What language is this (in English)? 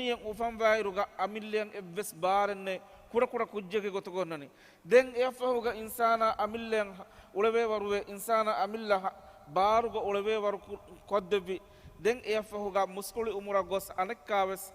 Divehi